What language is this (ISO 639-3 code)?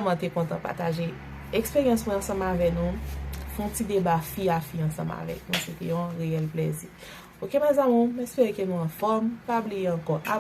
hat